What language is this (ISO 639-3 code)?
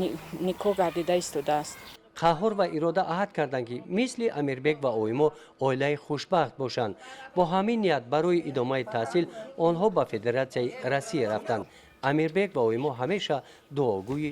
tgk